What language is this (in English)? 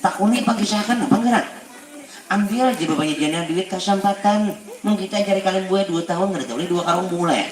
Banjar